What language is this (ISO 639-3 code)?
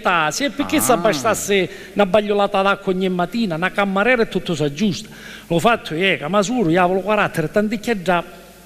scn